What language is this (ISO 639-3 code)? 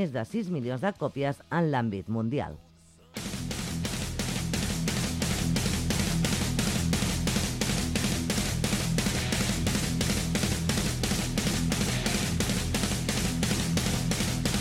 cat